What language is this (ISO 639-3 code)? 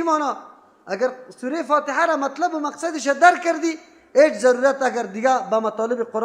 fas